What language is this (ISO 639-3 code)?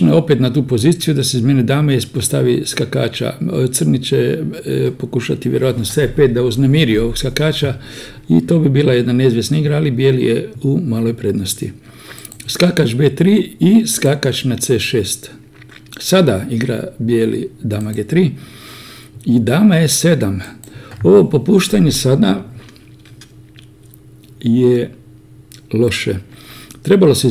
hrv